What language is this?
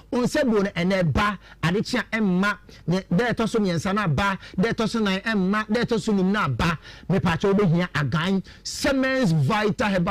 Akan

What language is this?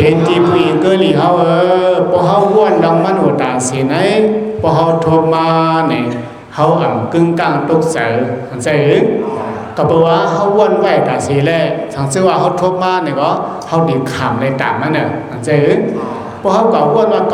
Shan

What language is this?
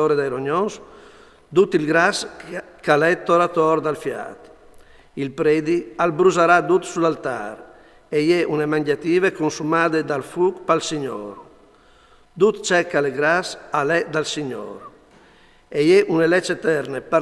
Friulian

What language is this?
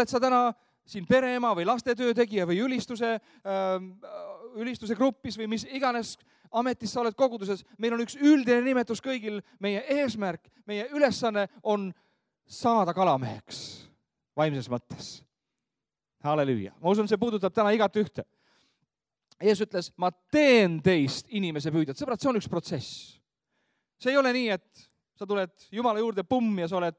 Estonian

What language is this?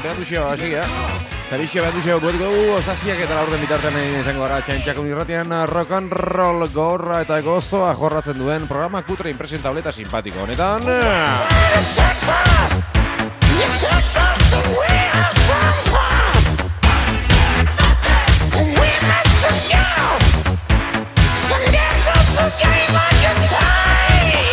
Basque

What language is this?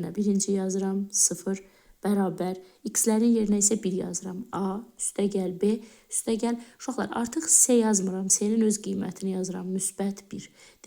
Azerbaijani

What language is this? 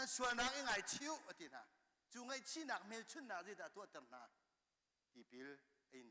Hakha Chin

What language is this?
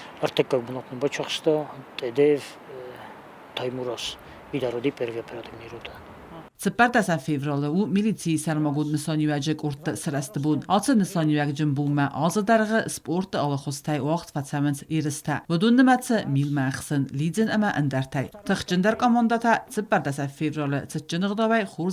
Ossetic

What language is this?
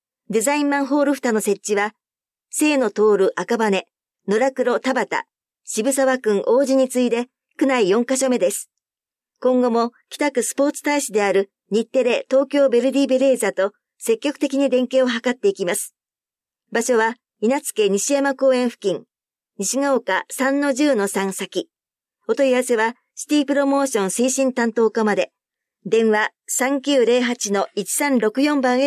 Japanese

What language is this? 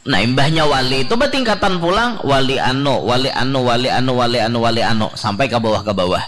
Banjar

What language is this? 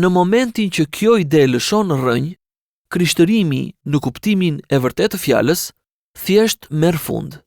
Albanian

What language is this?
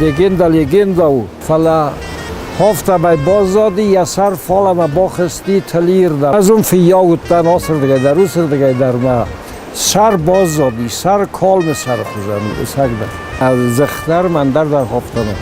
Ossetic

